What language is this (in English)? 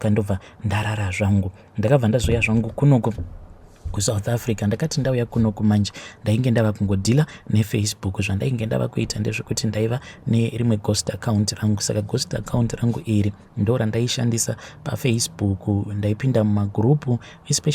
Shona